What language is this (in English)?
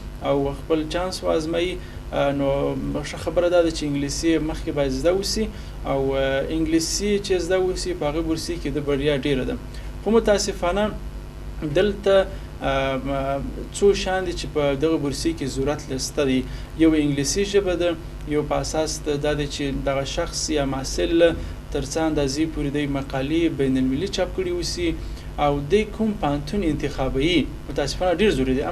Pashto